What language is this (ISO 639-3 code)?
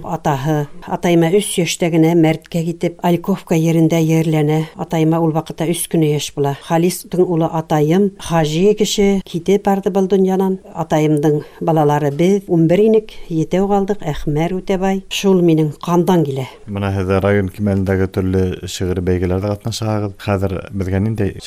bak